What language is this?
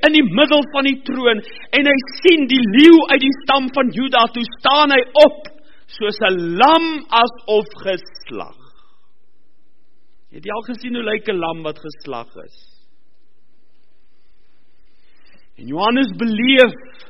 Afrikaans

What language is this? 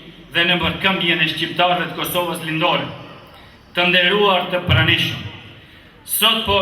Albanian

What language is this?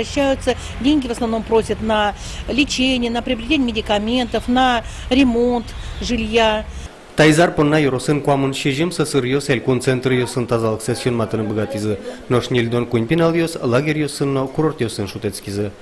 Udmurt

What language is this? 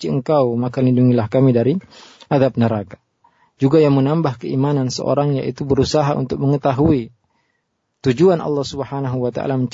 Indonesian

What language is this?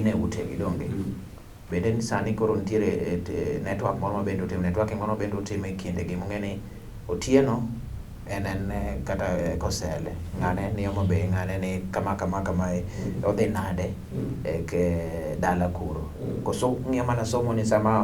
Luo (Kenya and Tanzania)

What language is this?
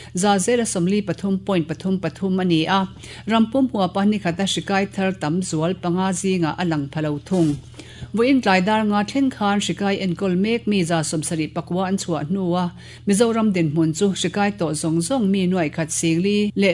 Mizo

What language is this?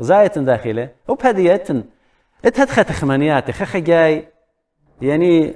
Assyrian Neo-Aramaic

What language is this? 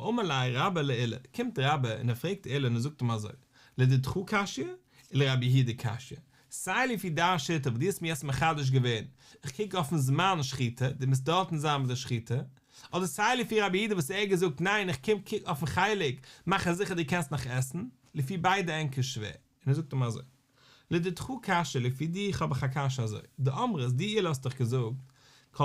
Yiddish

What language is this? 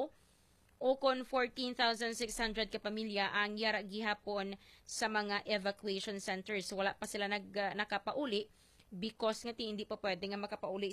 Hiligaynon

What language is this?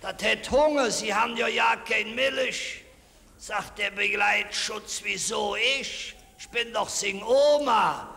Colognian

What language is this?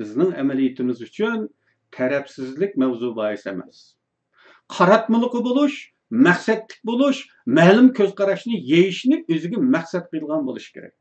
Uyghur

